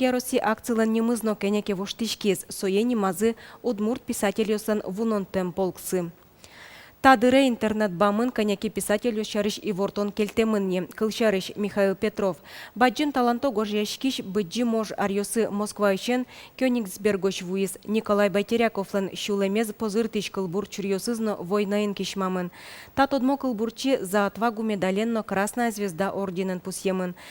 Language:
Udmurt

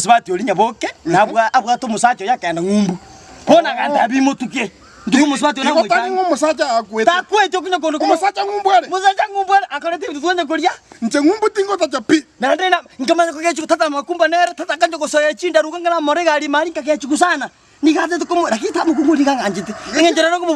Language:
Gusii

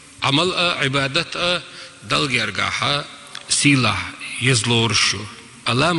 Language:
Chechen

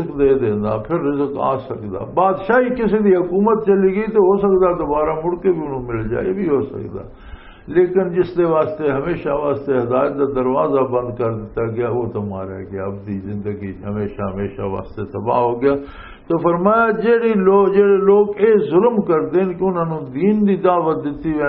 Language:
Western Panjabi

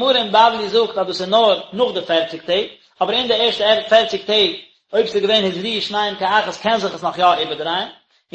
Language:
Yiddish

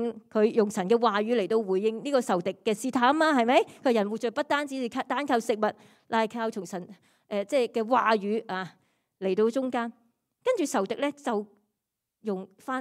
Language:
Cantonese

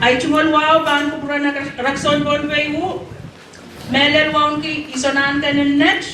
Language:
Pohnpeian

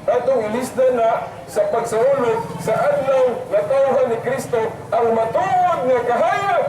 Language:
Cebuano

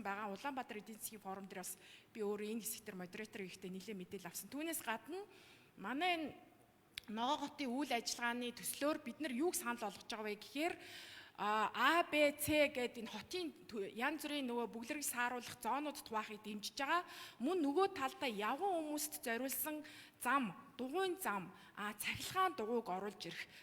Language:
Mongolian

